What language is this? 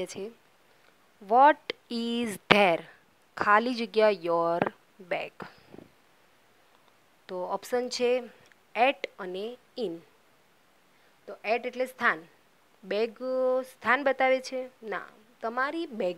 Gujarati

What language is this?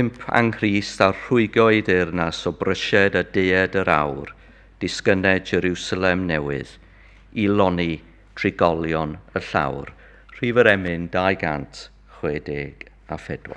Welsh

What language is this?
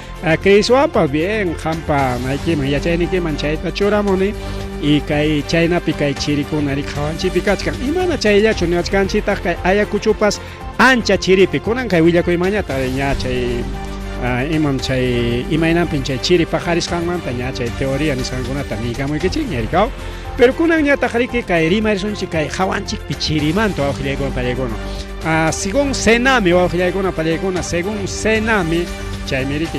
Ayacucho Quechua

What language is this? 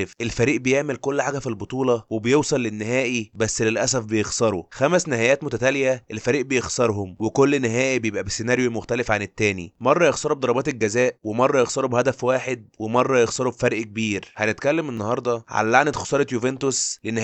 Egyptian Arabic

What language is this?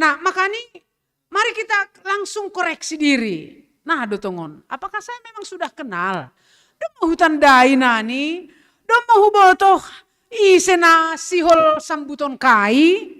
Batak Simalungun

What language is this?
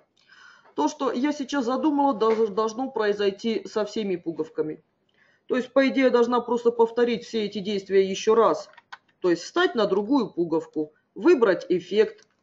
Russian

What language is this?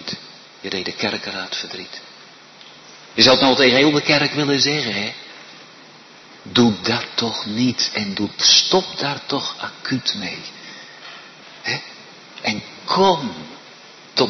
Dutch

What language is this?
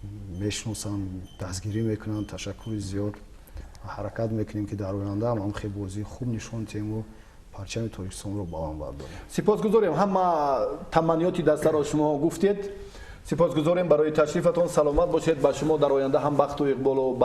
Tajik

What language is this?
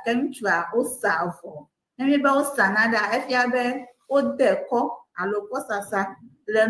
Ewe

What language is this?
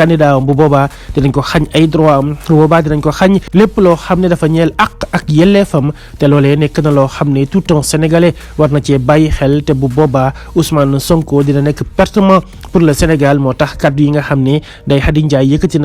Wolof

